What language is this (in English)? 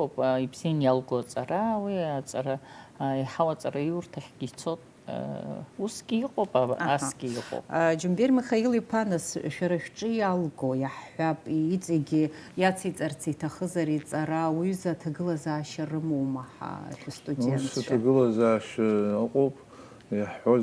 Abkhazian